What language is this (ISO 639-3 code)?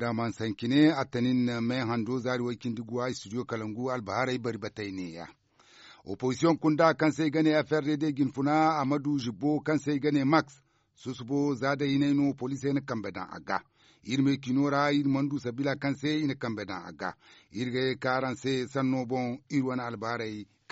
dje